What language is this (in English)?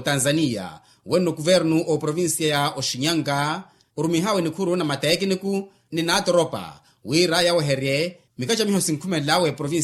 Makhuwa